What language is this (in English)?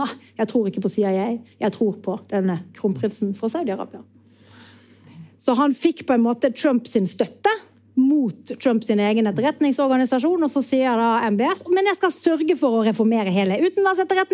Norwegian